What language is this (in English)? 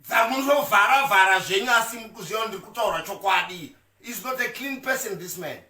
Shona